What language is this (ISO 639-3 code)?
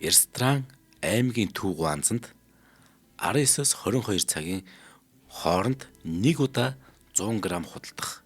mon